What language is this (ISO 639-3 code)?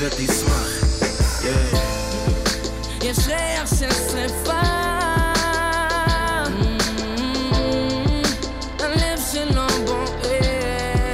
heb